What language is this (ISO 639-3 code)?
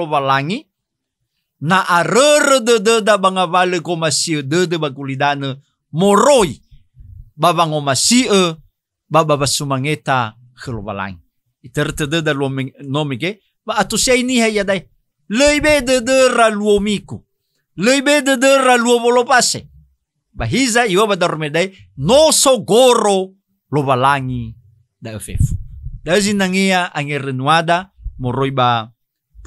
nia